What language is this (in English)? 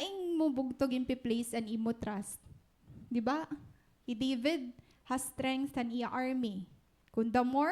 Waray